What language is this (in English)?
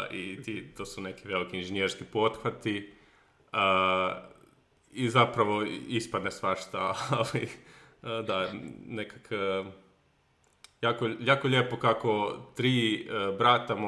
Croatian